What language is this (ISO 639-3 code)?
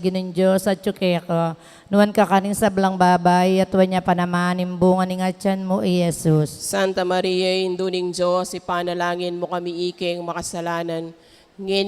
pam